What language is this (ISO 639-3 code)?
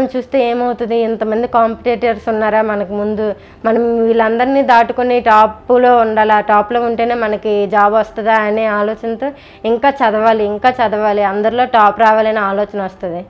tel